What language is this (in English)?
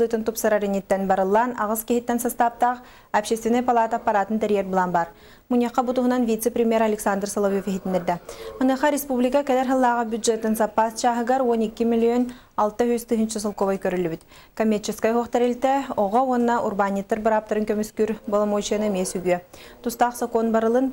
Yakut